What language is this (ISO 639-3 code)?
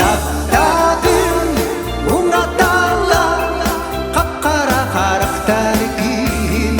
sah